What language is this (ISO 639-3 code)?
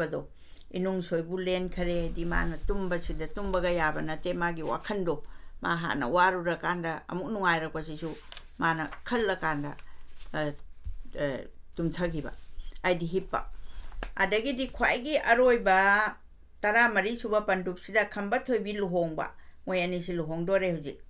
mni